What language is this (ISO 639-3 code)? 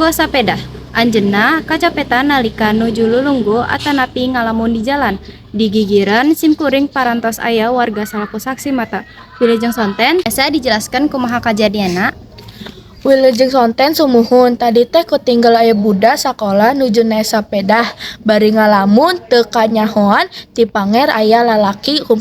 sun